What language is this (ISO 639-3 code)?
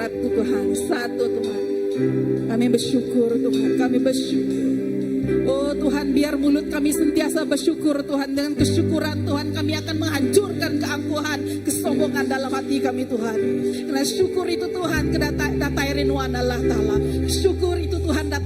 iba